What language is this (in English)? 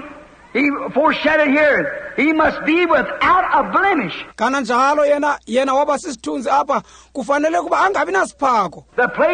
Xhosa